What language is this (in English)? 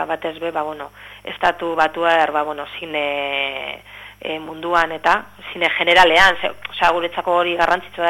Basque